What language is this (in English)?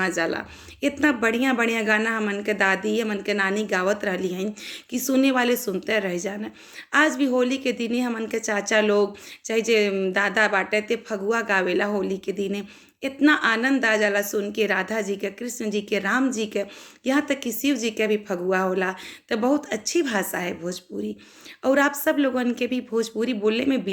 Bhojpuri